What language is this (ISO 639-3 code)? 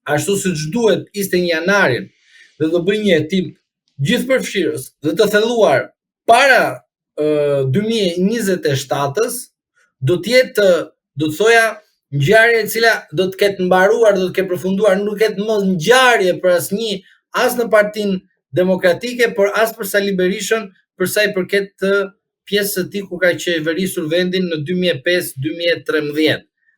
sqi